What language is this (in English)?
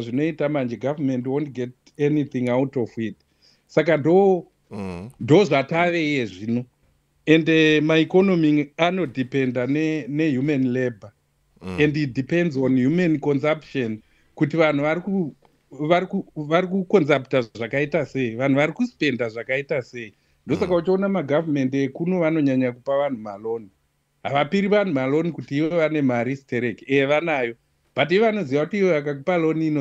Shona